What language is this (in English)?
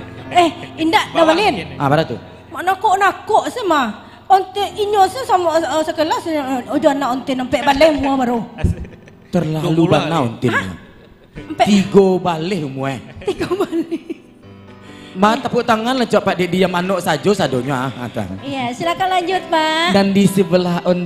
Minangkabau